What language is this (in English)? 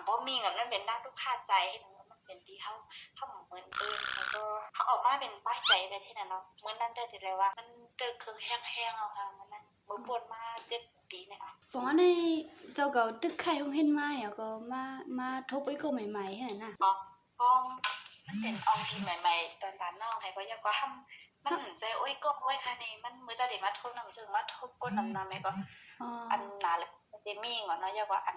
Shan